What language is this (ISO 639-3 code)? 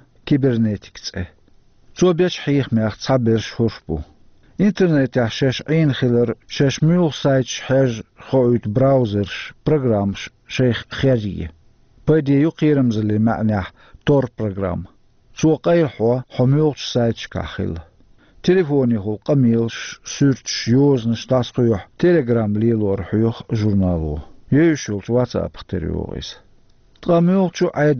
che